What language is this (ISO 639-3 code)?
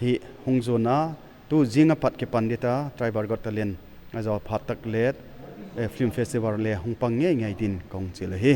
pck